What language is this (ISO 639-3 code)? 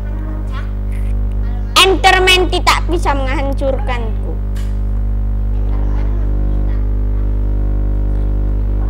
ind